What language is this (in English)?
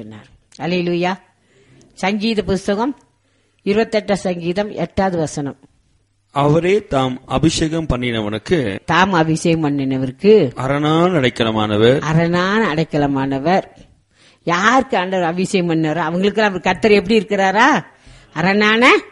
Tamil